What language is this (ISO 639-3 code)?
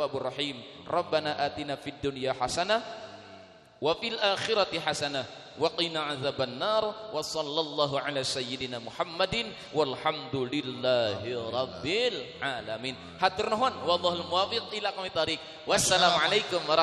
sun